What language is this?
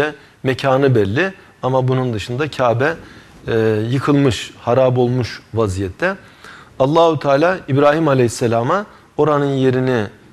Turkish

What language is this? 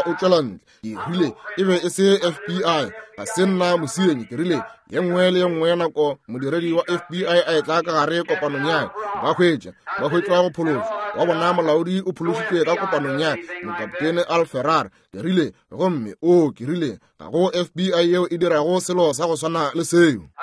Northern Sotho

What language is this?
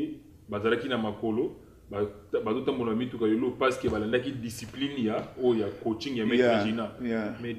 Lingala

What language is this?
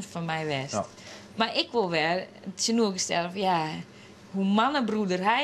Western Frisian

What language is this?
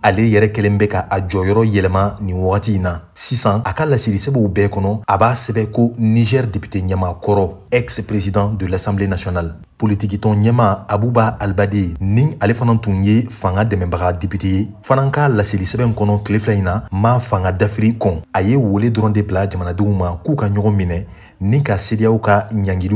Bambara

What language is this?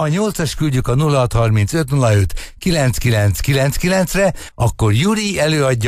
Hungarian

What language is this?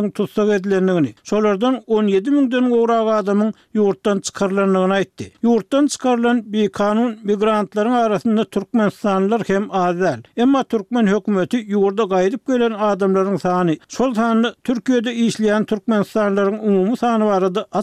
Turkmen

